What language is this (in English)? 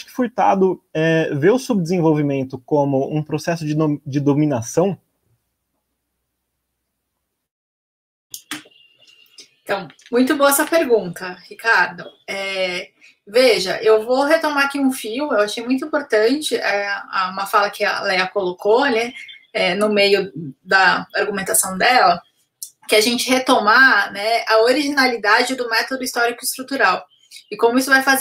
Portuguese